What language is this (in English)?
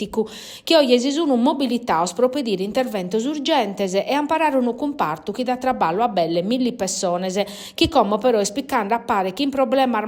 Sardinian